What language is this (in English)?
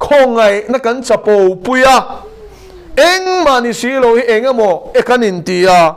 Mizo